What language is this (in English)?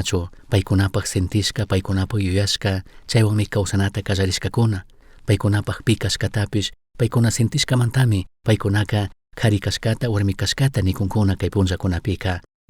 Chimborazo Highland Quichua